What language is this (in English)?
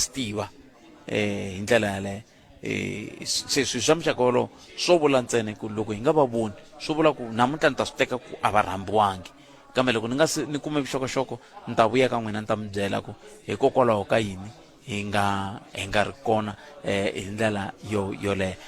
Tsonga